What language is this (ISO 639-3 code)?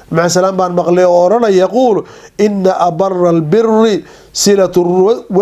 som